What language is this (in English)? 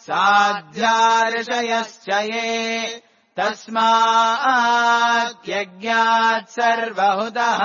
Sanskrit